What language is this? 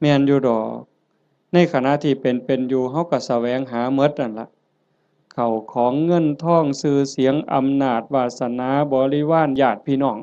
Lao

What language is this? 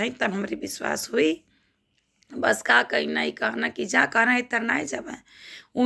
Bhojpuri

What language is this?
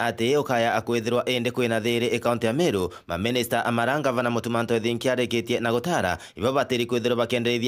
Meru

